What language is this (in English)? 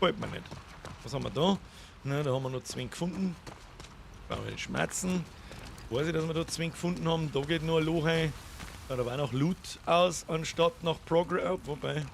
Bavarian